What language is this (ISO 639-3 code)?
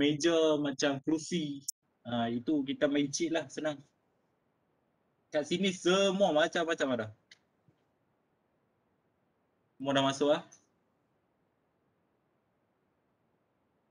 msa